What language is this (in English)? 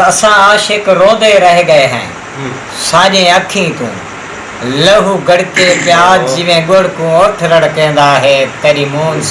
Saraiki